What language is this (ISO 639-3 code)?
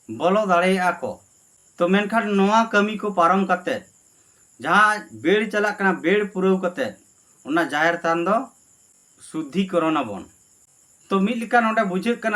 sat